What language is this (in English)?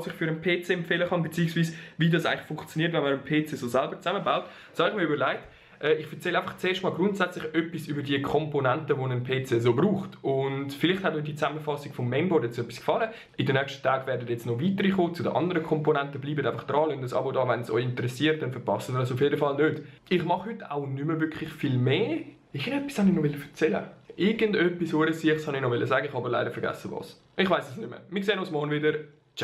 Swiss German